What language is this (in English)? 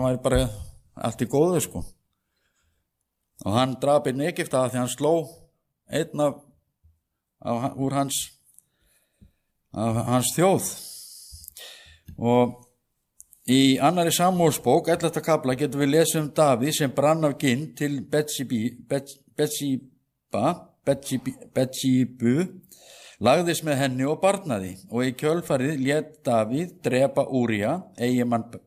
Icelandic